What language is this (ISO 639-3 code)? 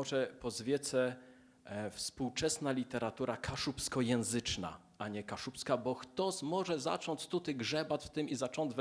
csb